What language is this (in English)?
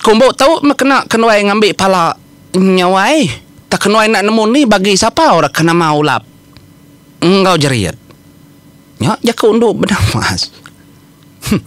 Iban